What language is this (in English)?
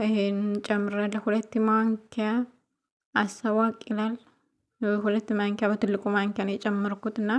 Amharic